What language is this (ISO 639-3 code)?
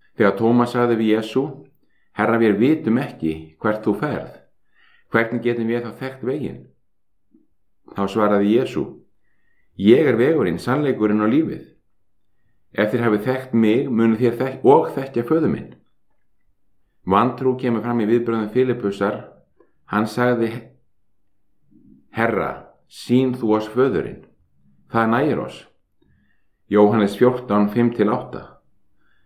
isl